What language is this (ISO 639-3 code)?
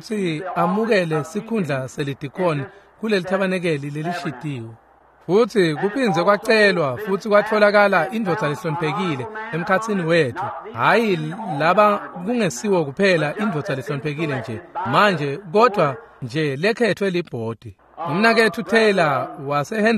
ssw